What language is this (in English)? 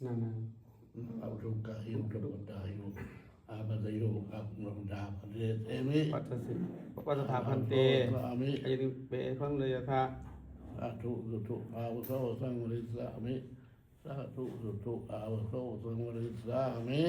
Pali